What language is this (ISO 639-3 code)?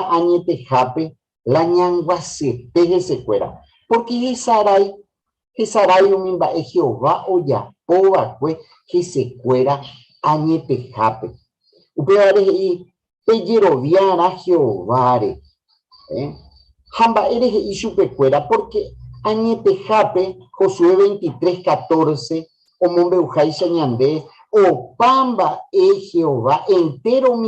grn